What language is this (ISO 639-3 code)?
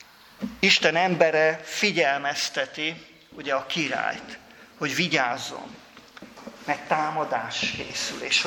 hun